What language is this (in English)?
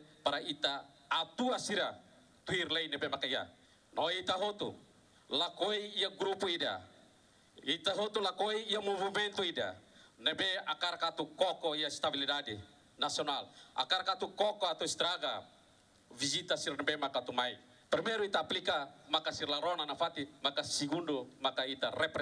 Tetum